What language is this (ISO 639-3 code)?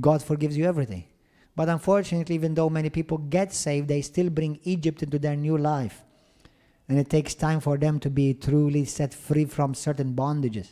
eng